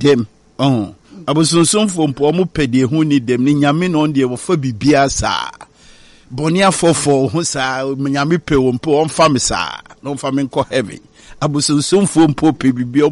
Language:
Akan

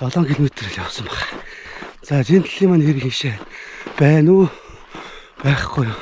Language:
Mongolian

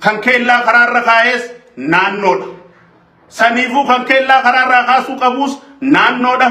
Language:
Oromo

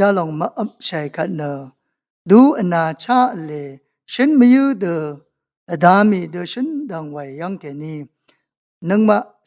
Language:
Rawang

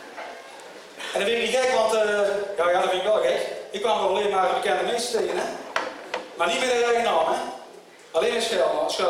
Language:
Dutch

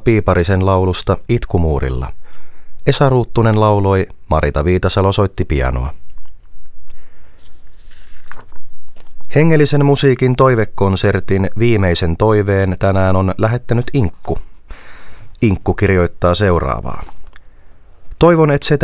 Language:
Finnish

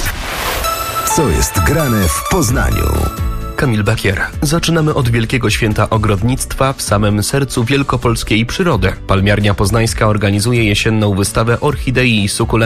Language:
Polish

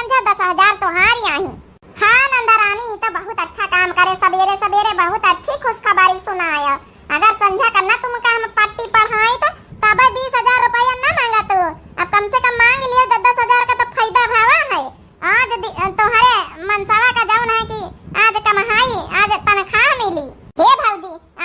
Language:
Awadhi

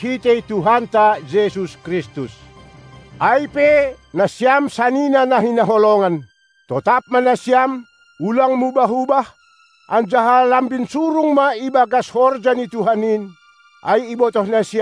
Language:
Batak Simalungun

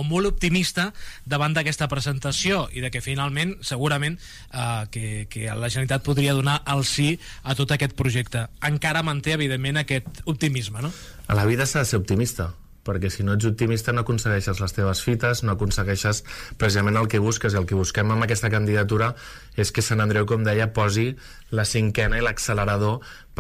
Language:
Catalan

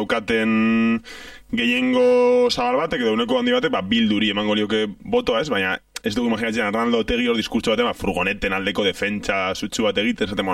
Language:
Basque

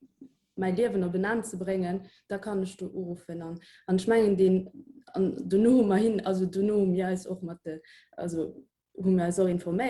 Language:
Luxembourgish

